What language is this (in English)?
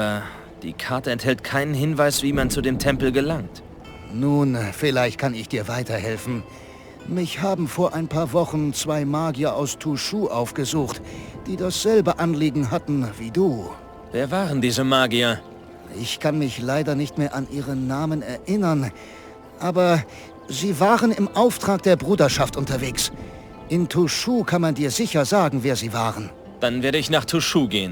Bavarian